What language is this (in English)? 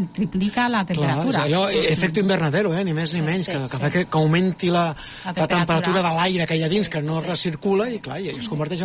Catalan